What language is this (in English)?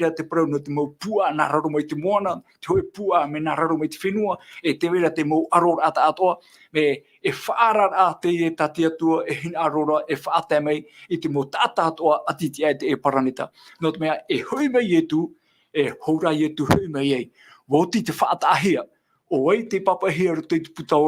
Tahitian